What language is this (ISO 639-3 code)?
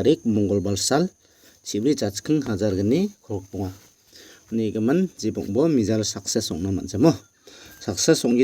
grt